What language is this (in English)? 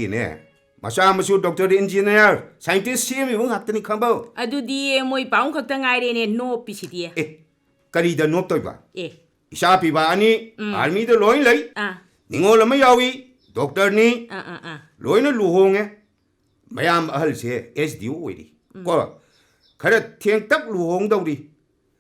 Manipuri